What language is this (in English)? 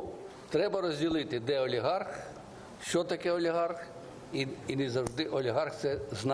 Ukrainian